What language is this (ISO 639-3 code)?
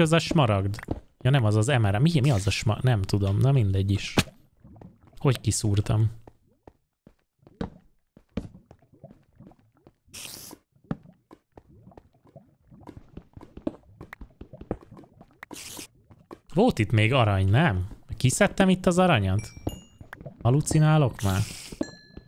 hun